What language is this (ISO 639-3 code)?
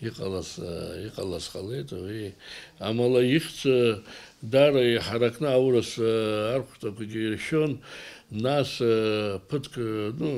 abk